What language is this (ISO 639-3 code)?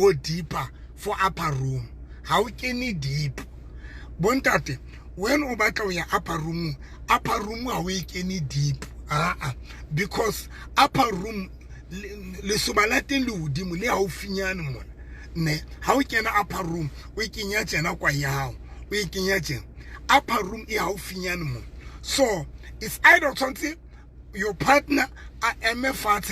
sot